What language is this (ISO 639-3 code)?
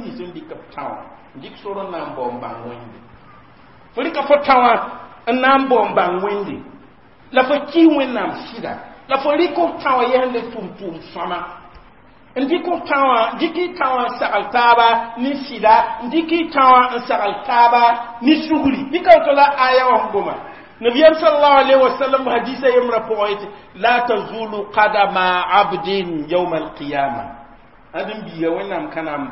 mos